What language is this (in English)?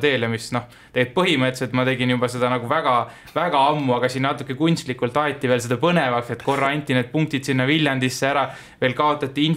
Estonian